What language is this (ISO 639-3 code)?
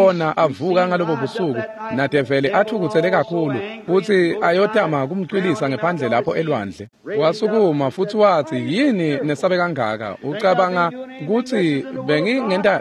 ssw